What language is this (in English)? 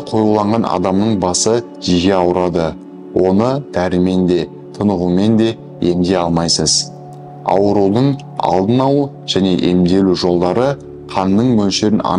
Kazakh